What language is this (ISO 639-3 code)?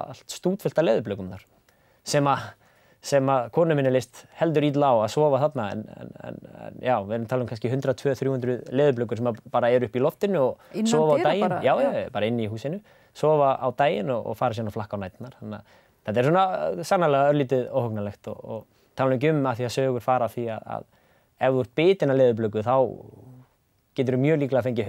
isl